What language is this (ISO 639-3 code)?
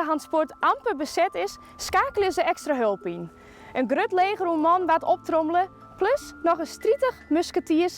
fry